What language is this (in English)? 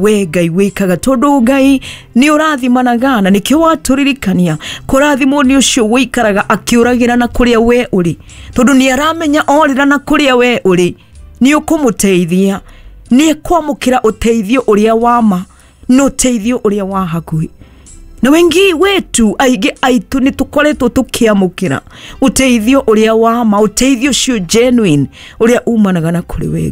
Kikuyu